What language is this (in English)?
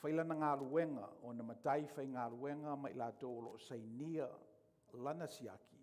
Samoan